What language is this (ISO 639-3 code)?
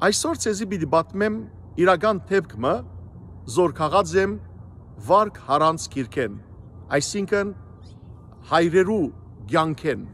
hyw